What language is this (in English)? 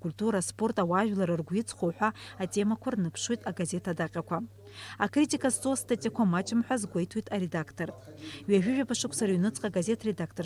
Abkhazian